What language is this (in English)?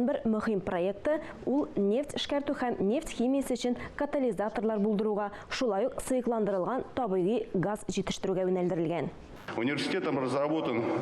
Tatar